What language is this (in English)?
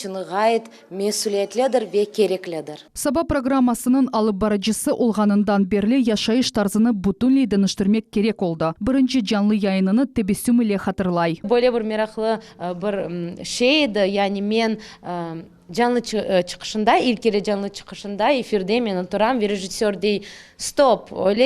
Crimean Tatar